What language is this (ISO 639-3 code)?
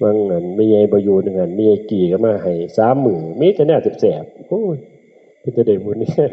tts